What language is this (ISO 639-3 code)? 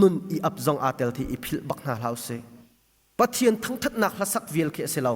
cnh